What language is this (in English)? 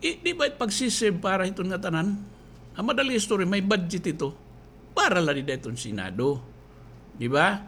Waray